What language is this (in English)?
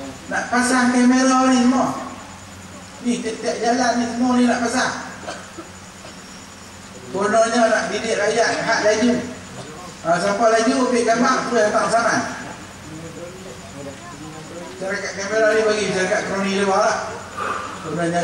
Malay